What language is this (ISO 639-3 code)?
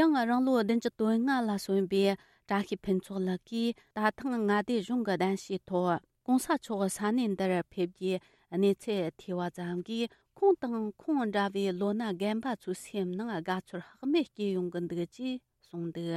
bod